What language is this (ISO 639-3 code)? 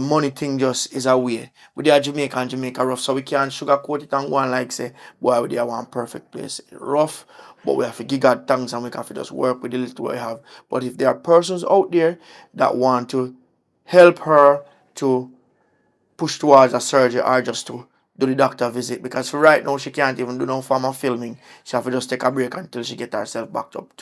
jam